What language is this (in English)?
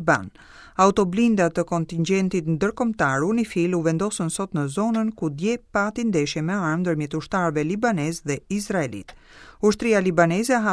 Albanian